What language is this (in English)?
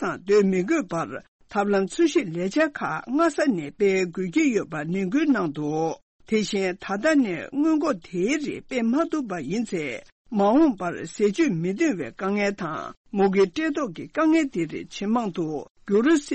Tibetan